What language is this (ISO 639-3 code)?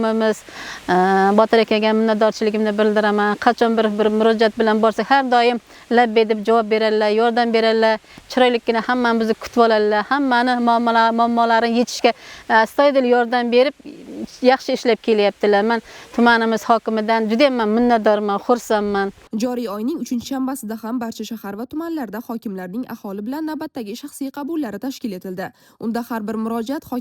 uzb